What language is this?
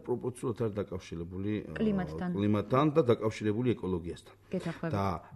Georgian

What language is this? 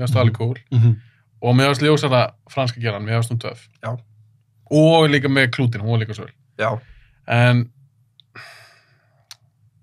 Icelandic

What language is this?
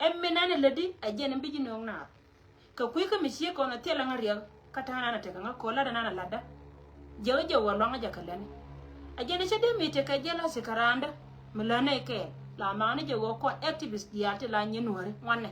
Nuer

